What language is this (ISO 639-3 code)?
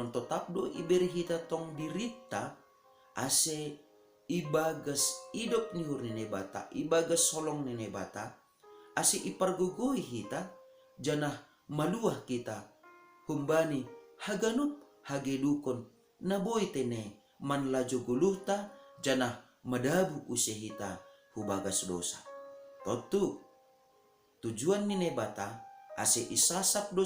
bts